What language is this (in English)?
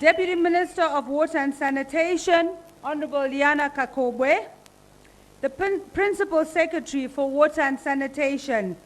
Nyanja